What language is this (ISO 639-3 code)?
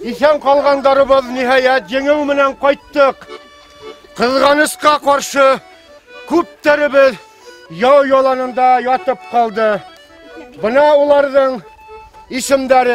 bak